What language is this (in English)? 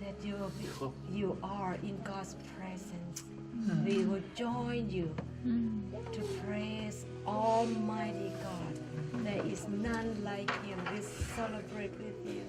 Tedim Chin